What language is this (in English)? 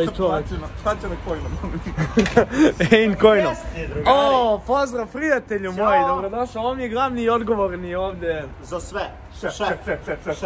Croatian